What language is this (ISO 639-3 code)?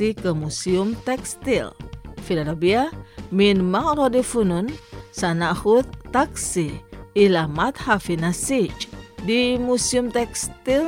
ind